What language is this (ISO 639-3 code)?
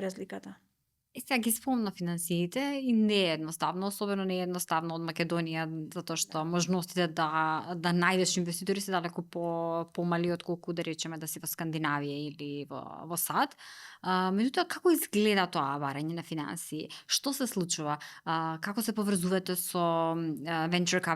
mkd